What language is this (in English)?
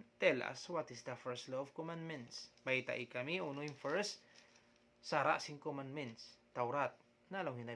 Tausug